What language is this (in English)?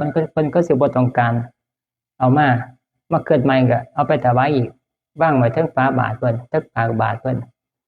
Northeastern Thai